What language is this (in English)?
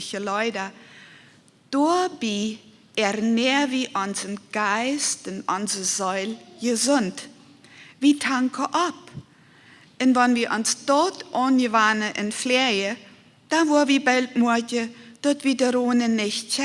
Plautdietsch